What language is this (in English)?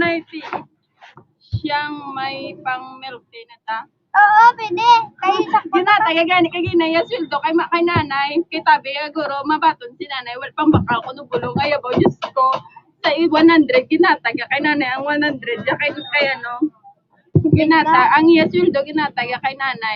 Hiligaynon